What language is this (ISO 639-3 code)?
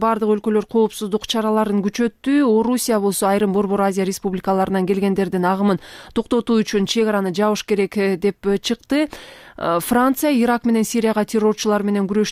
kir